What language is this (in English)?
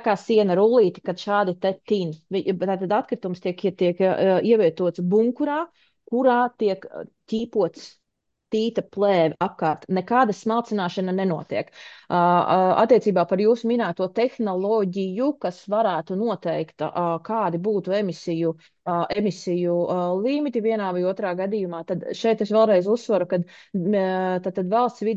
Latvian